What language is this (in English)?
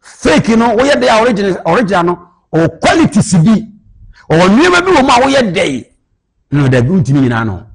Akan